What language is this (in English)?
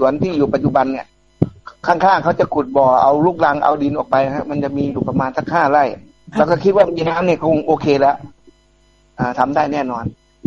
Thai